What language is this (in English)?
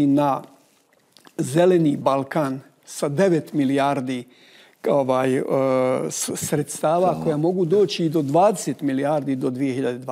Bosnian